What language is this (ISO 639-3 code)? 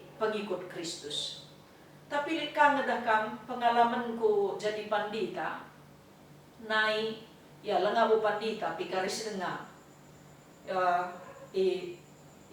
btx